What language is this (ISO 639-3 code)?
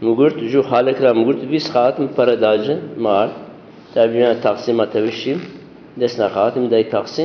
zza